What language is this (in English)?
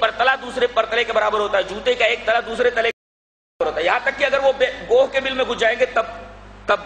Urdu